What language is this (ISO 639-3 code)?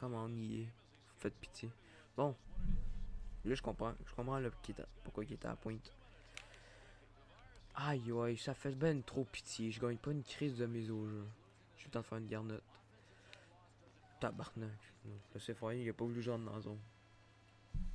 fra